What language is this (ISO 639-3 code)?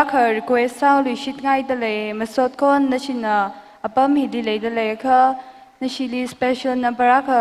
nmf